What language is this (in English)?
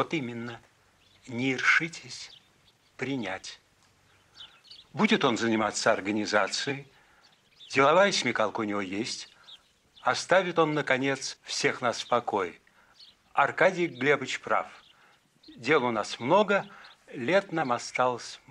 Russian